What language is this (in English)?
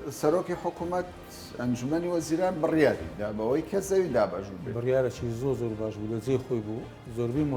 Central Kurdish